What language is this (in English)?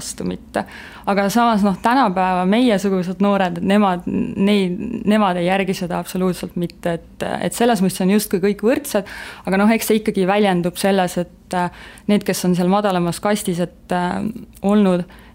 Estonian